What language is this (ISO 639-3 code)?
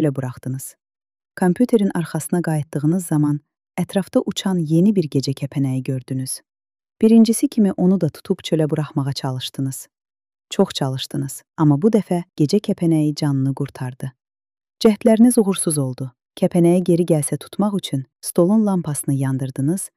aze